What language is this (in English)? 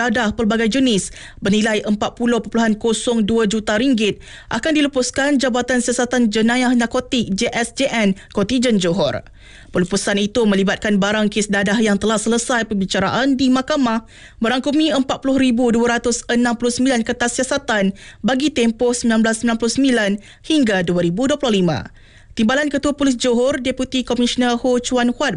Malay